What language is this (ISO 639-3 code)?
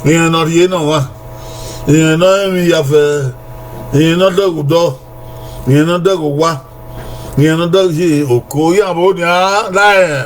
bin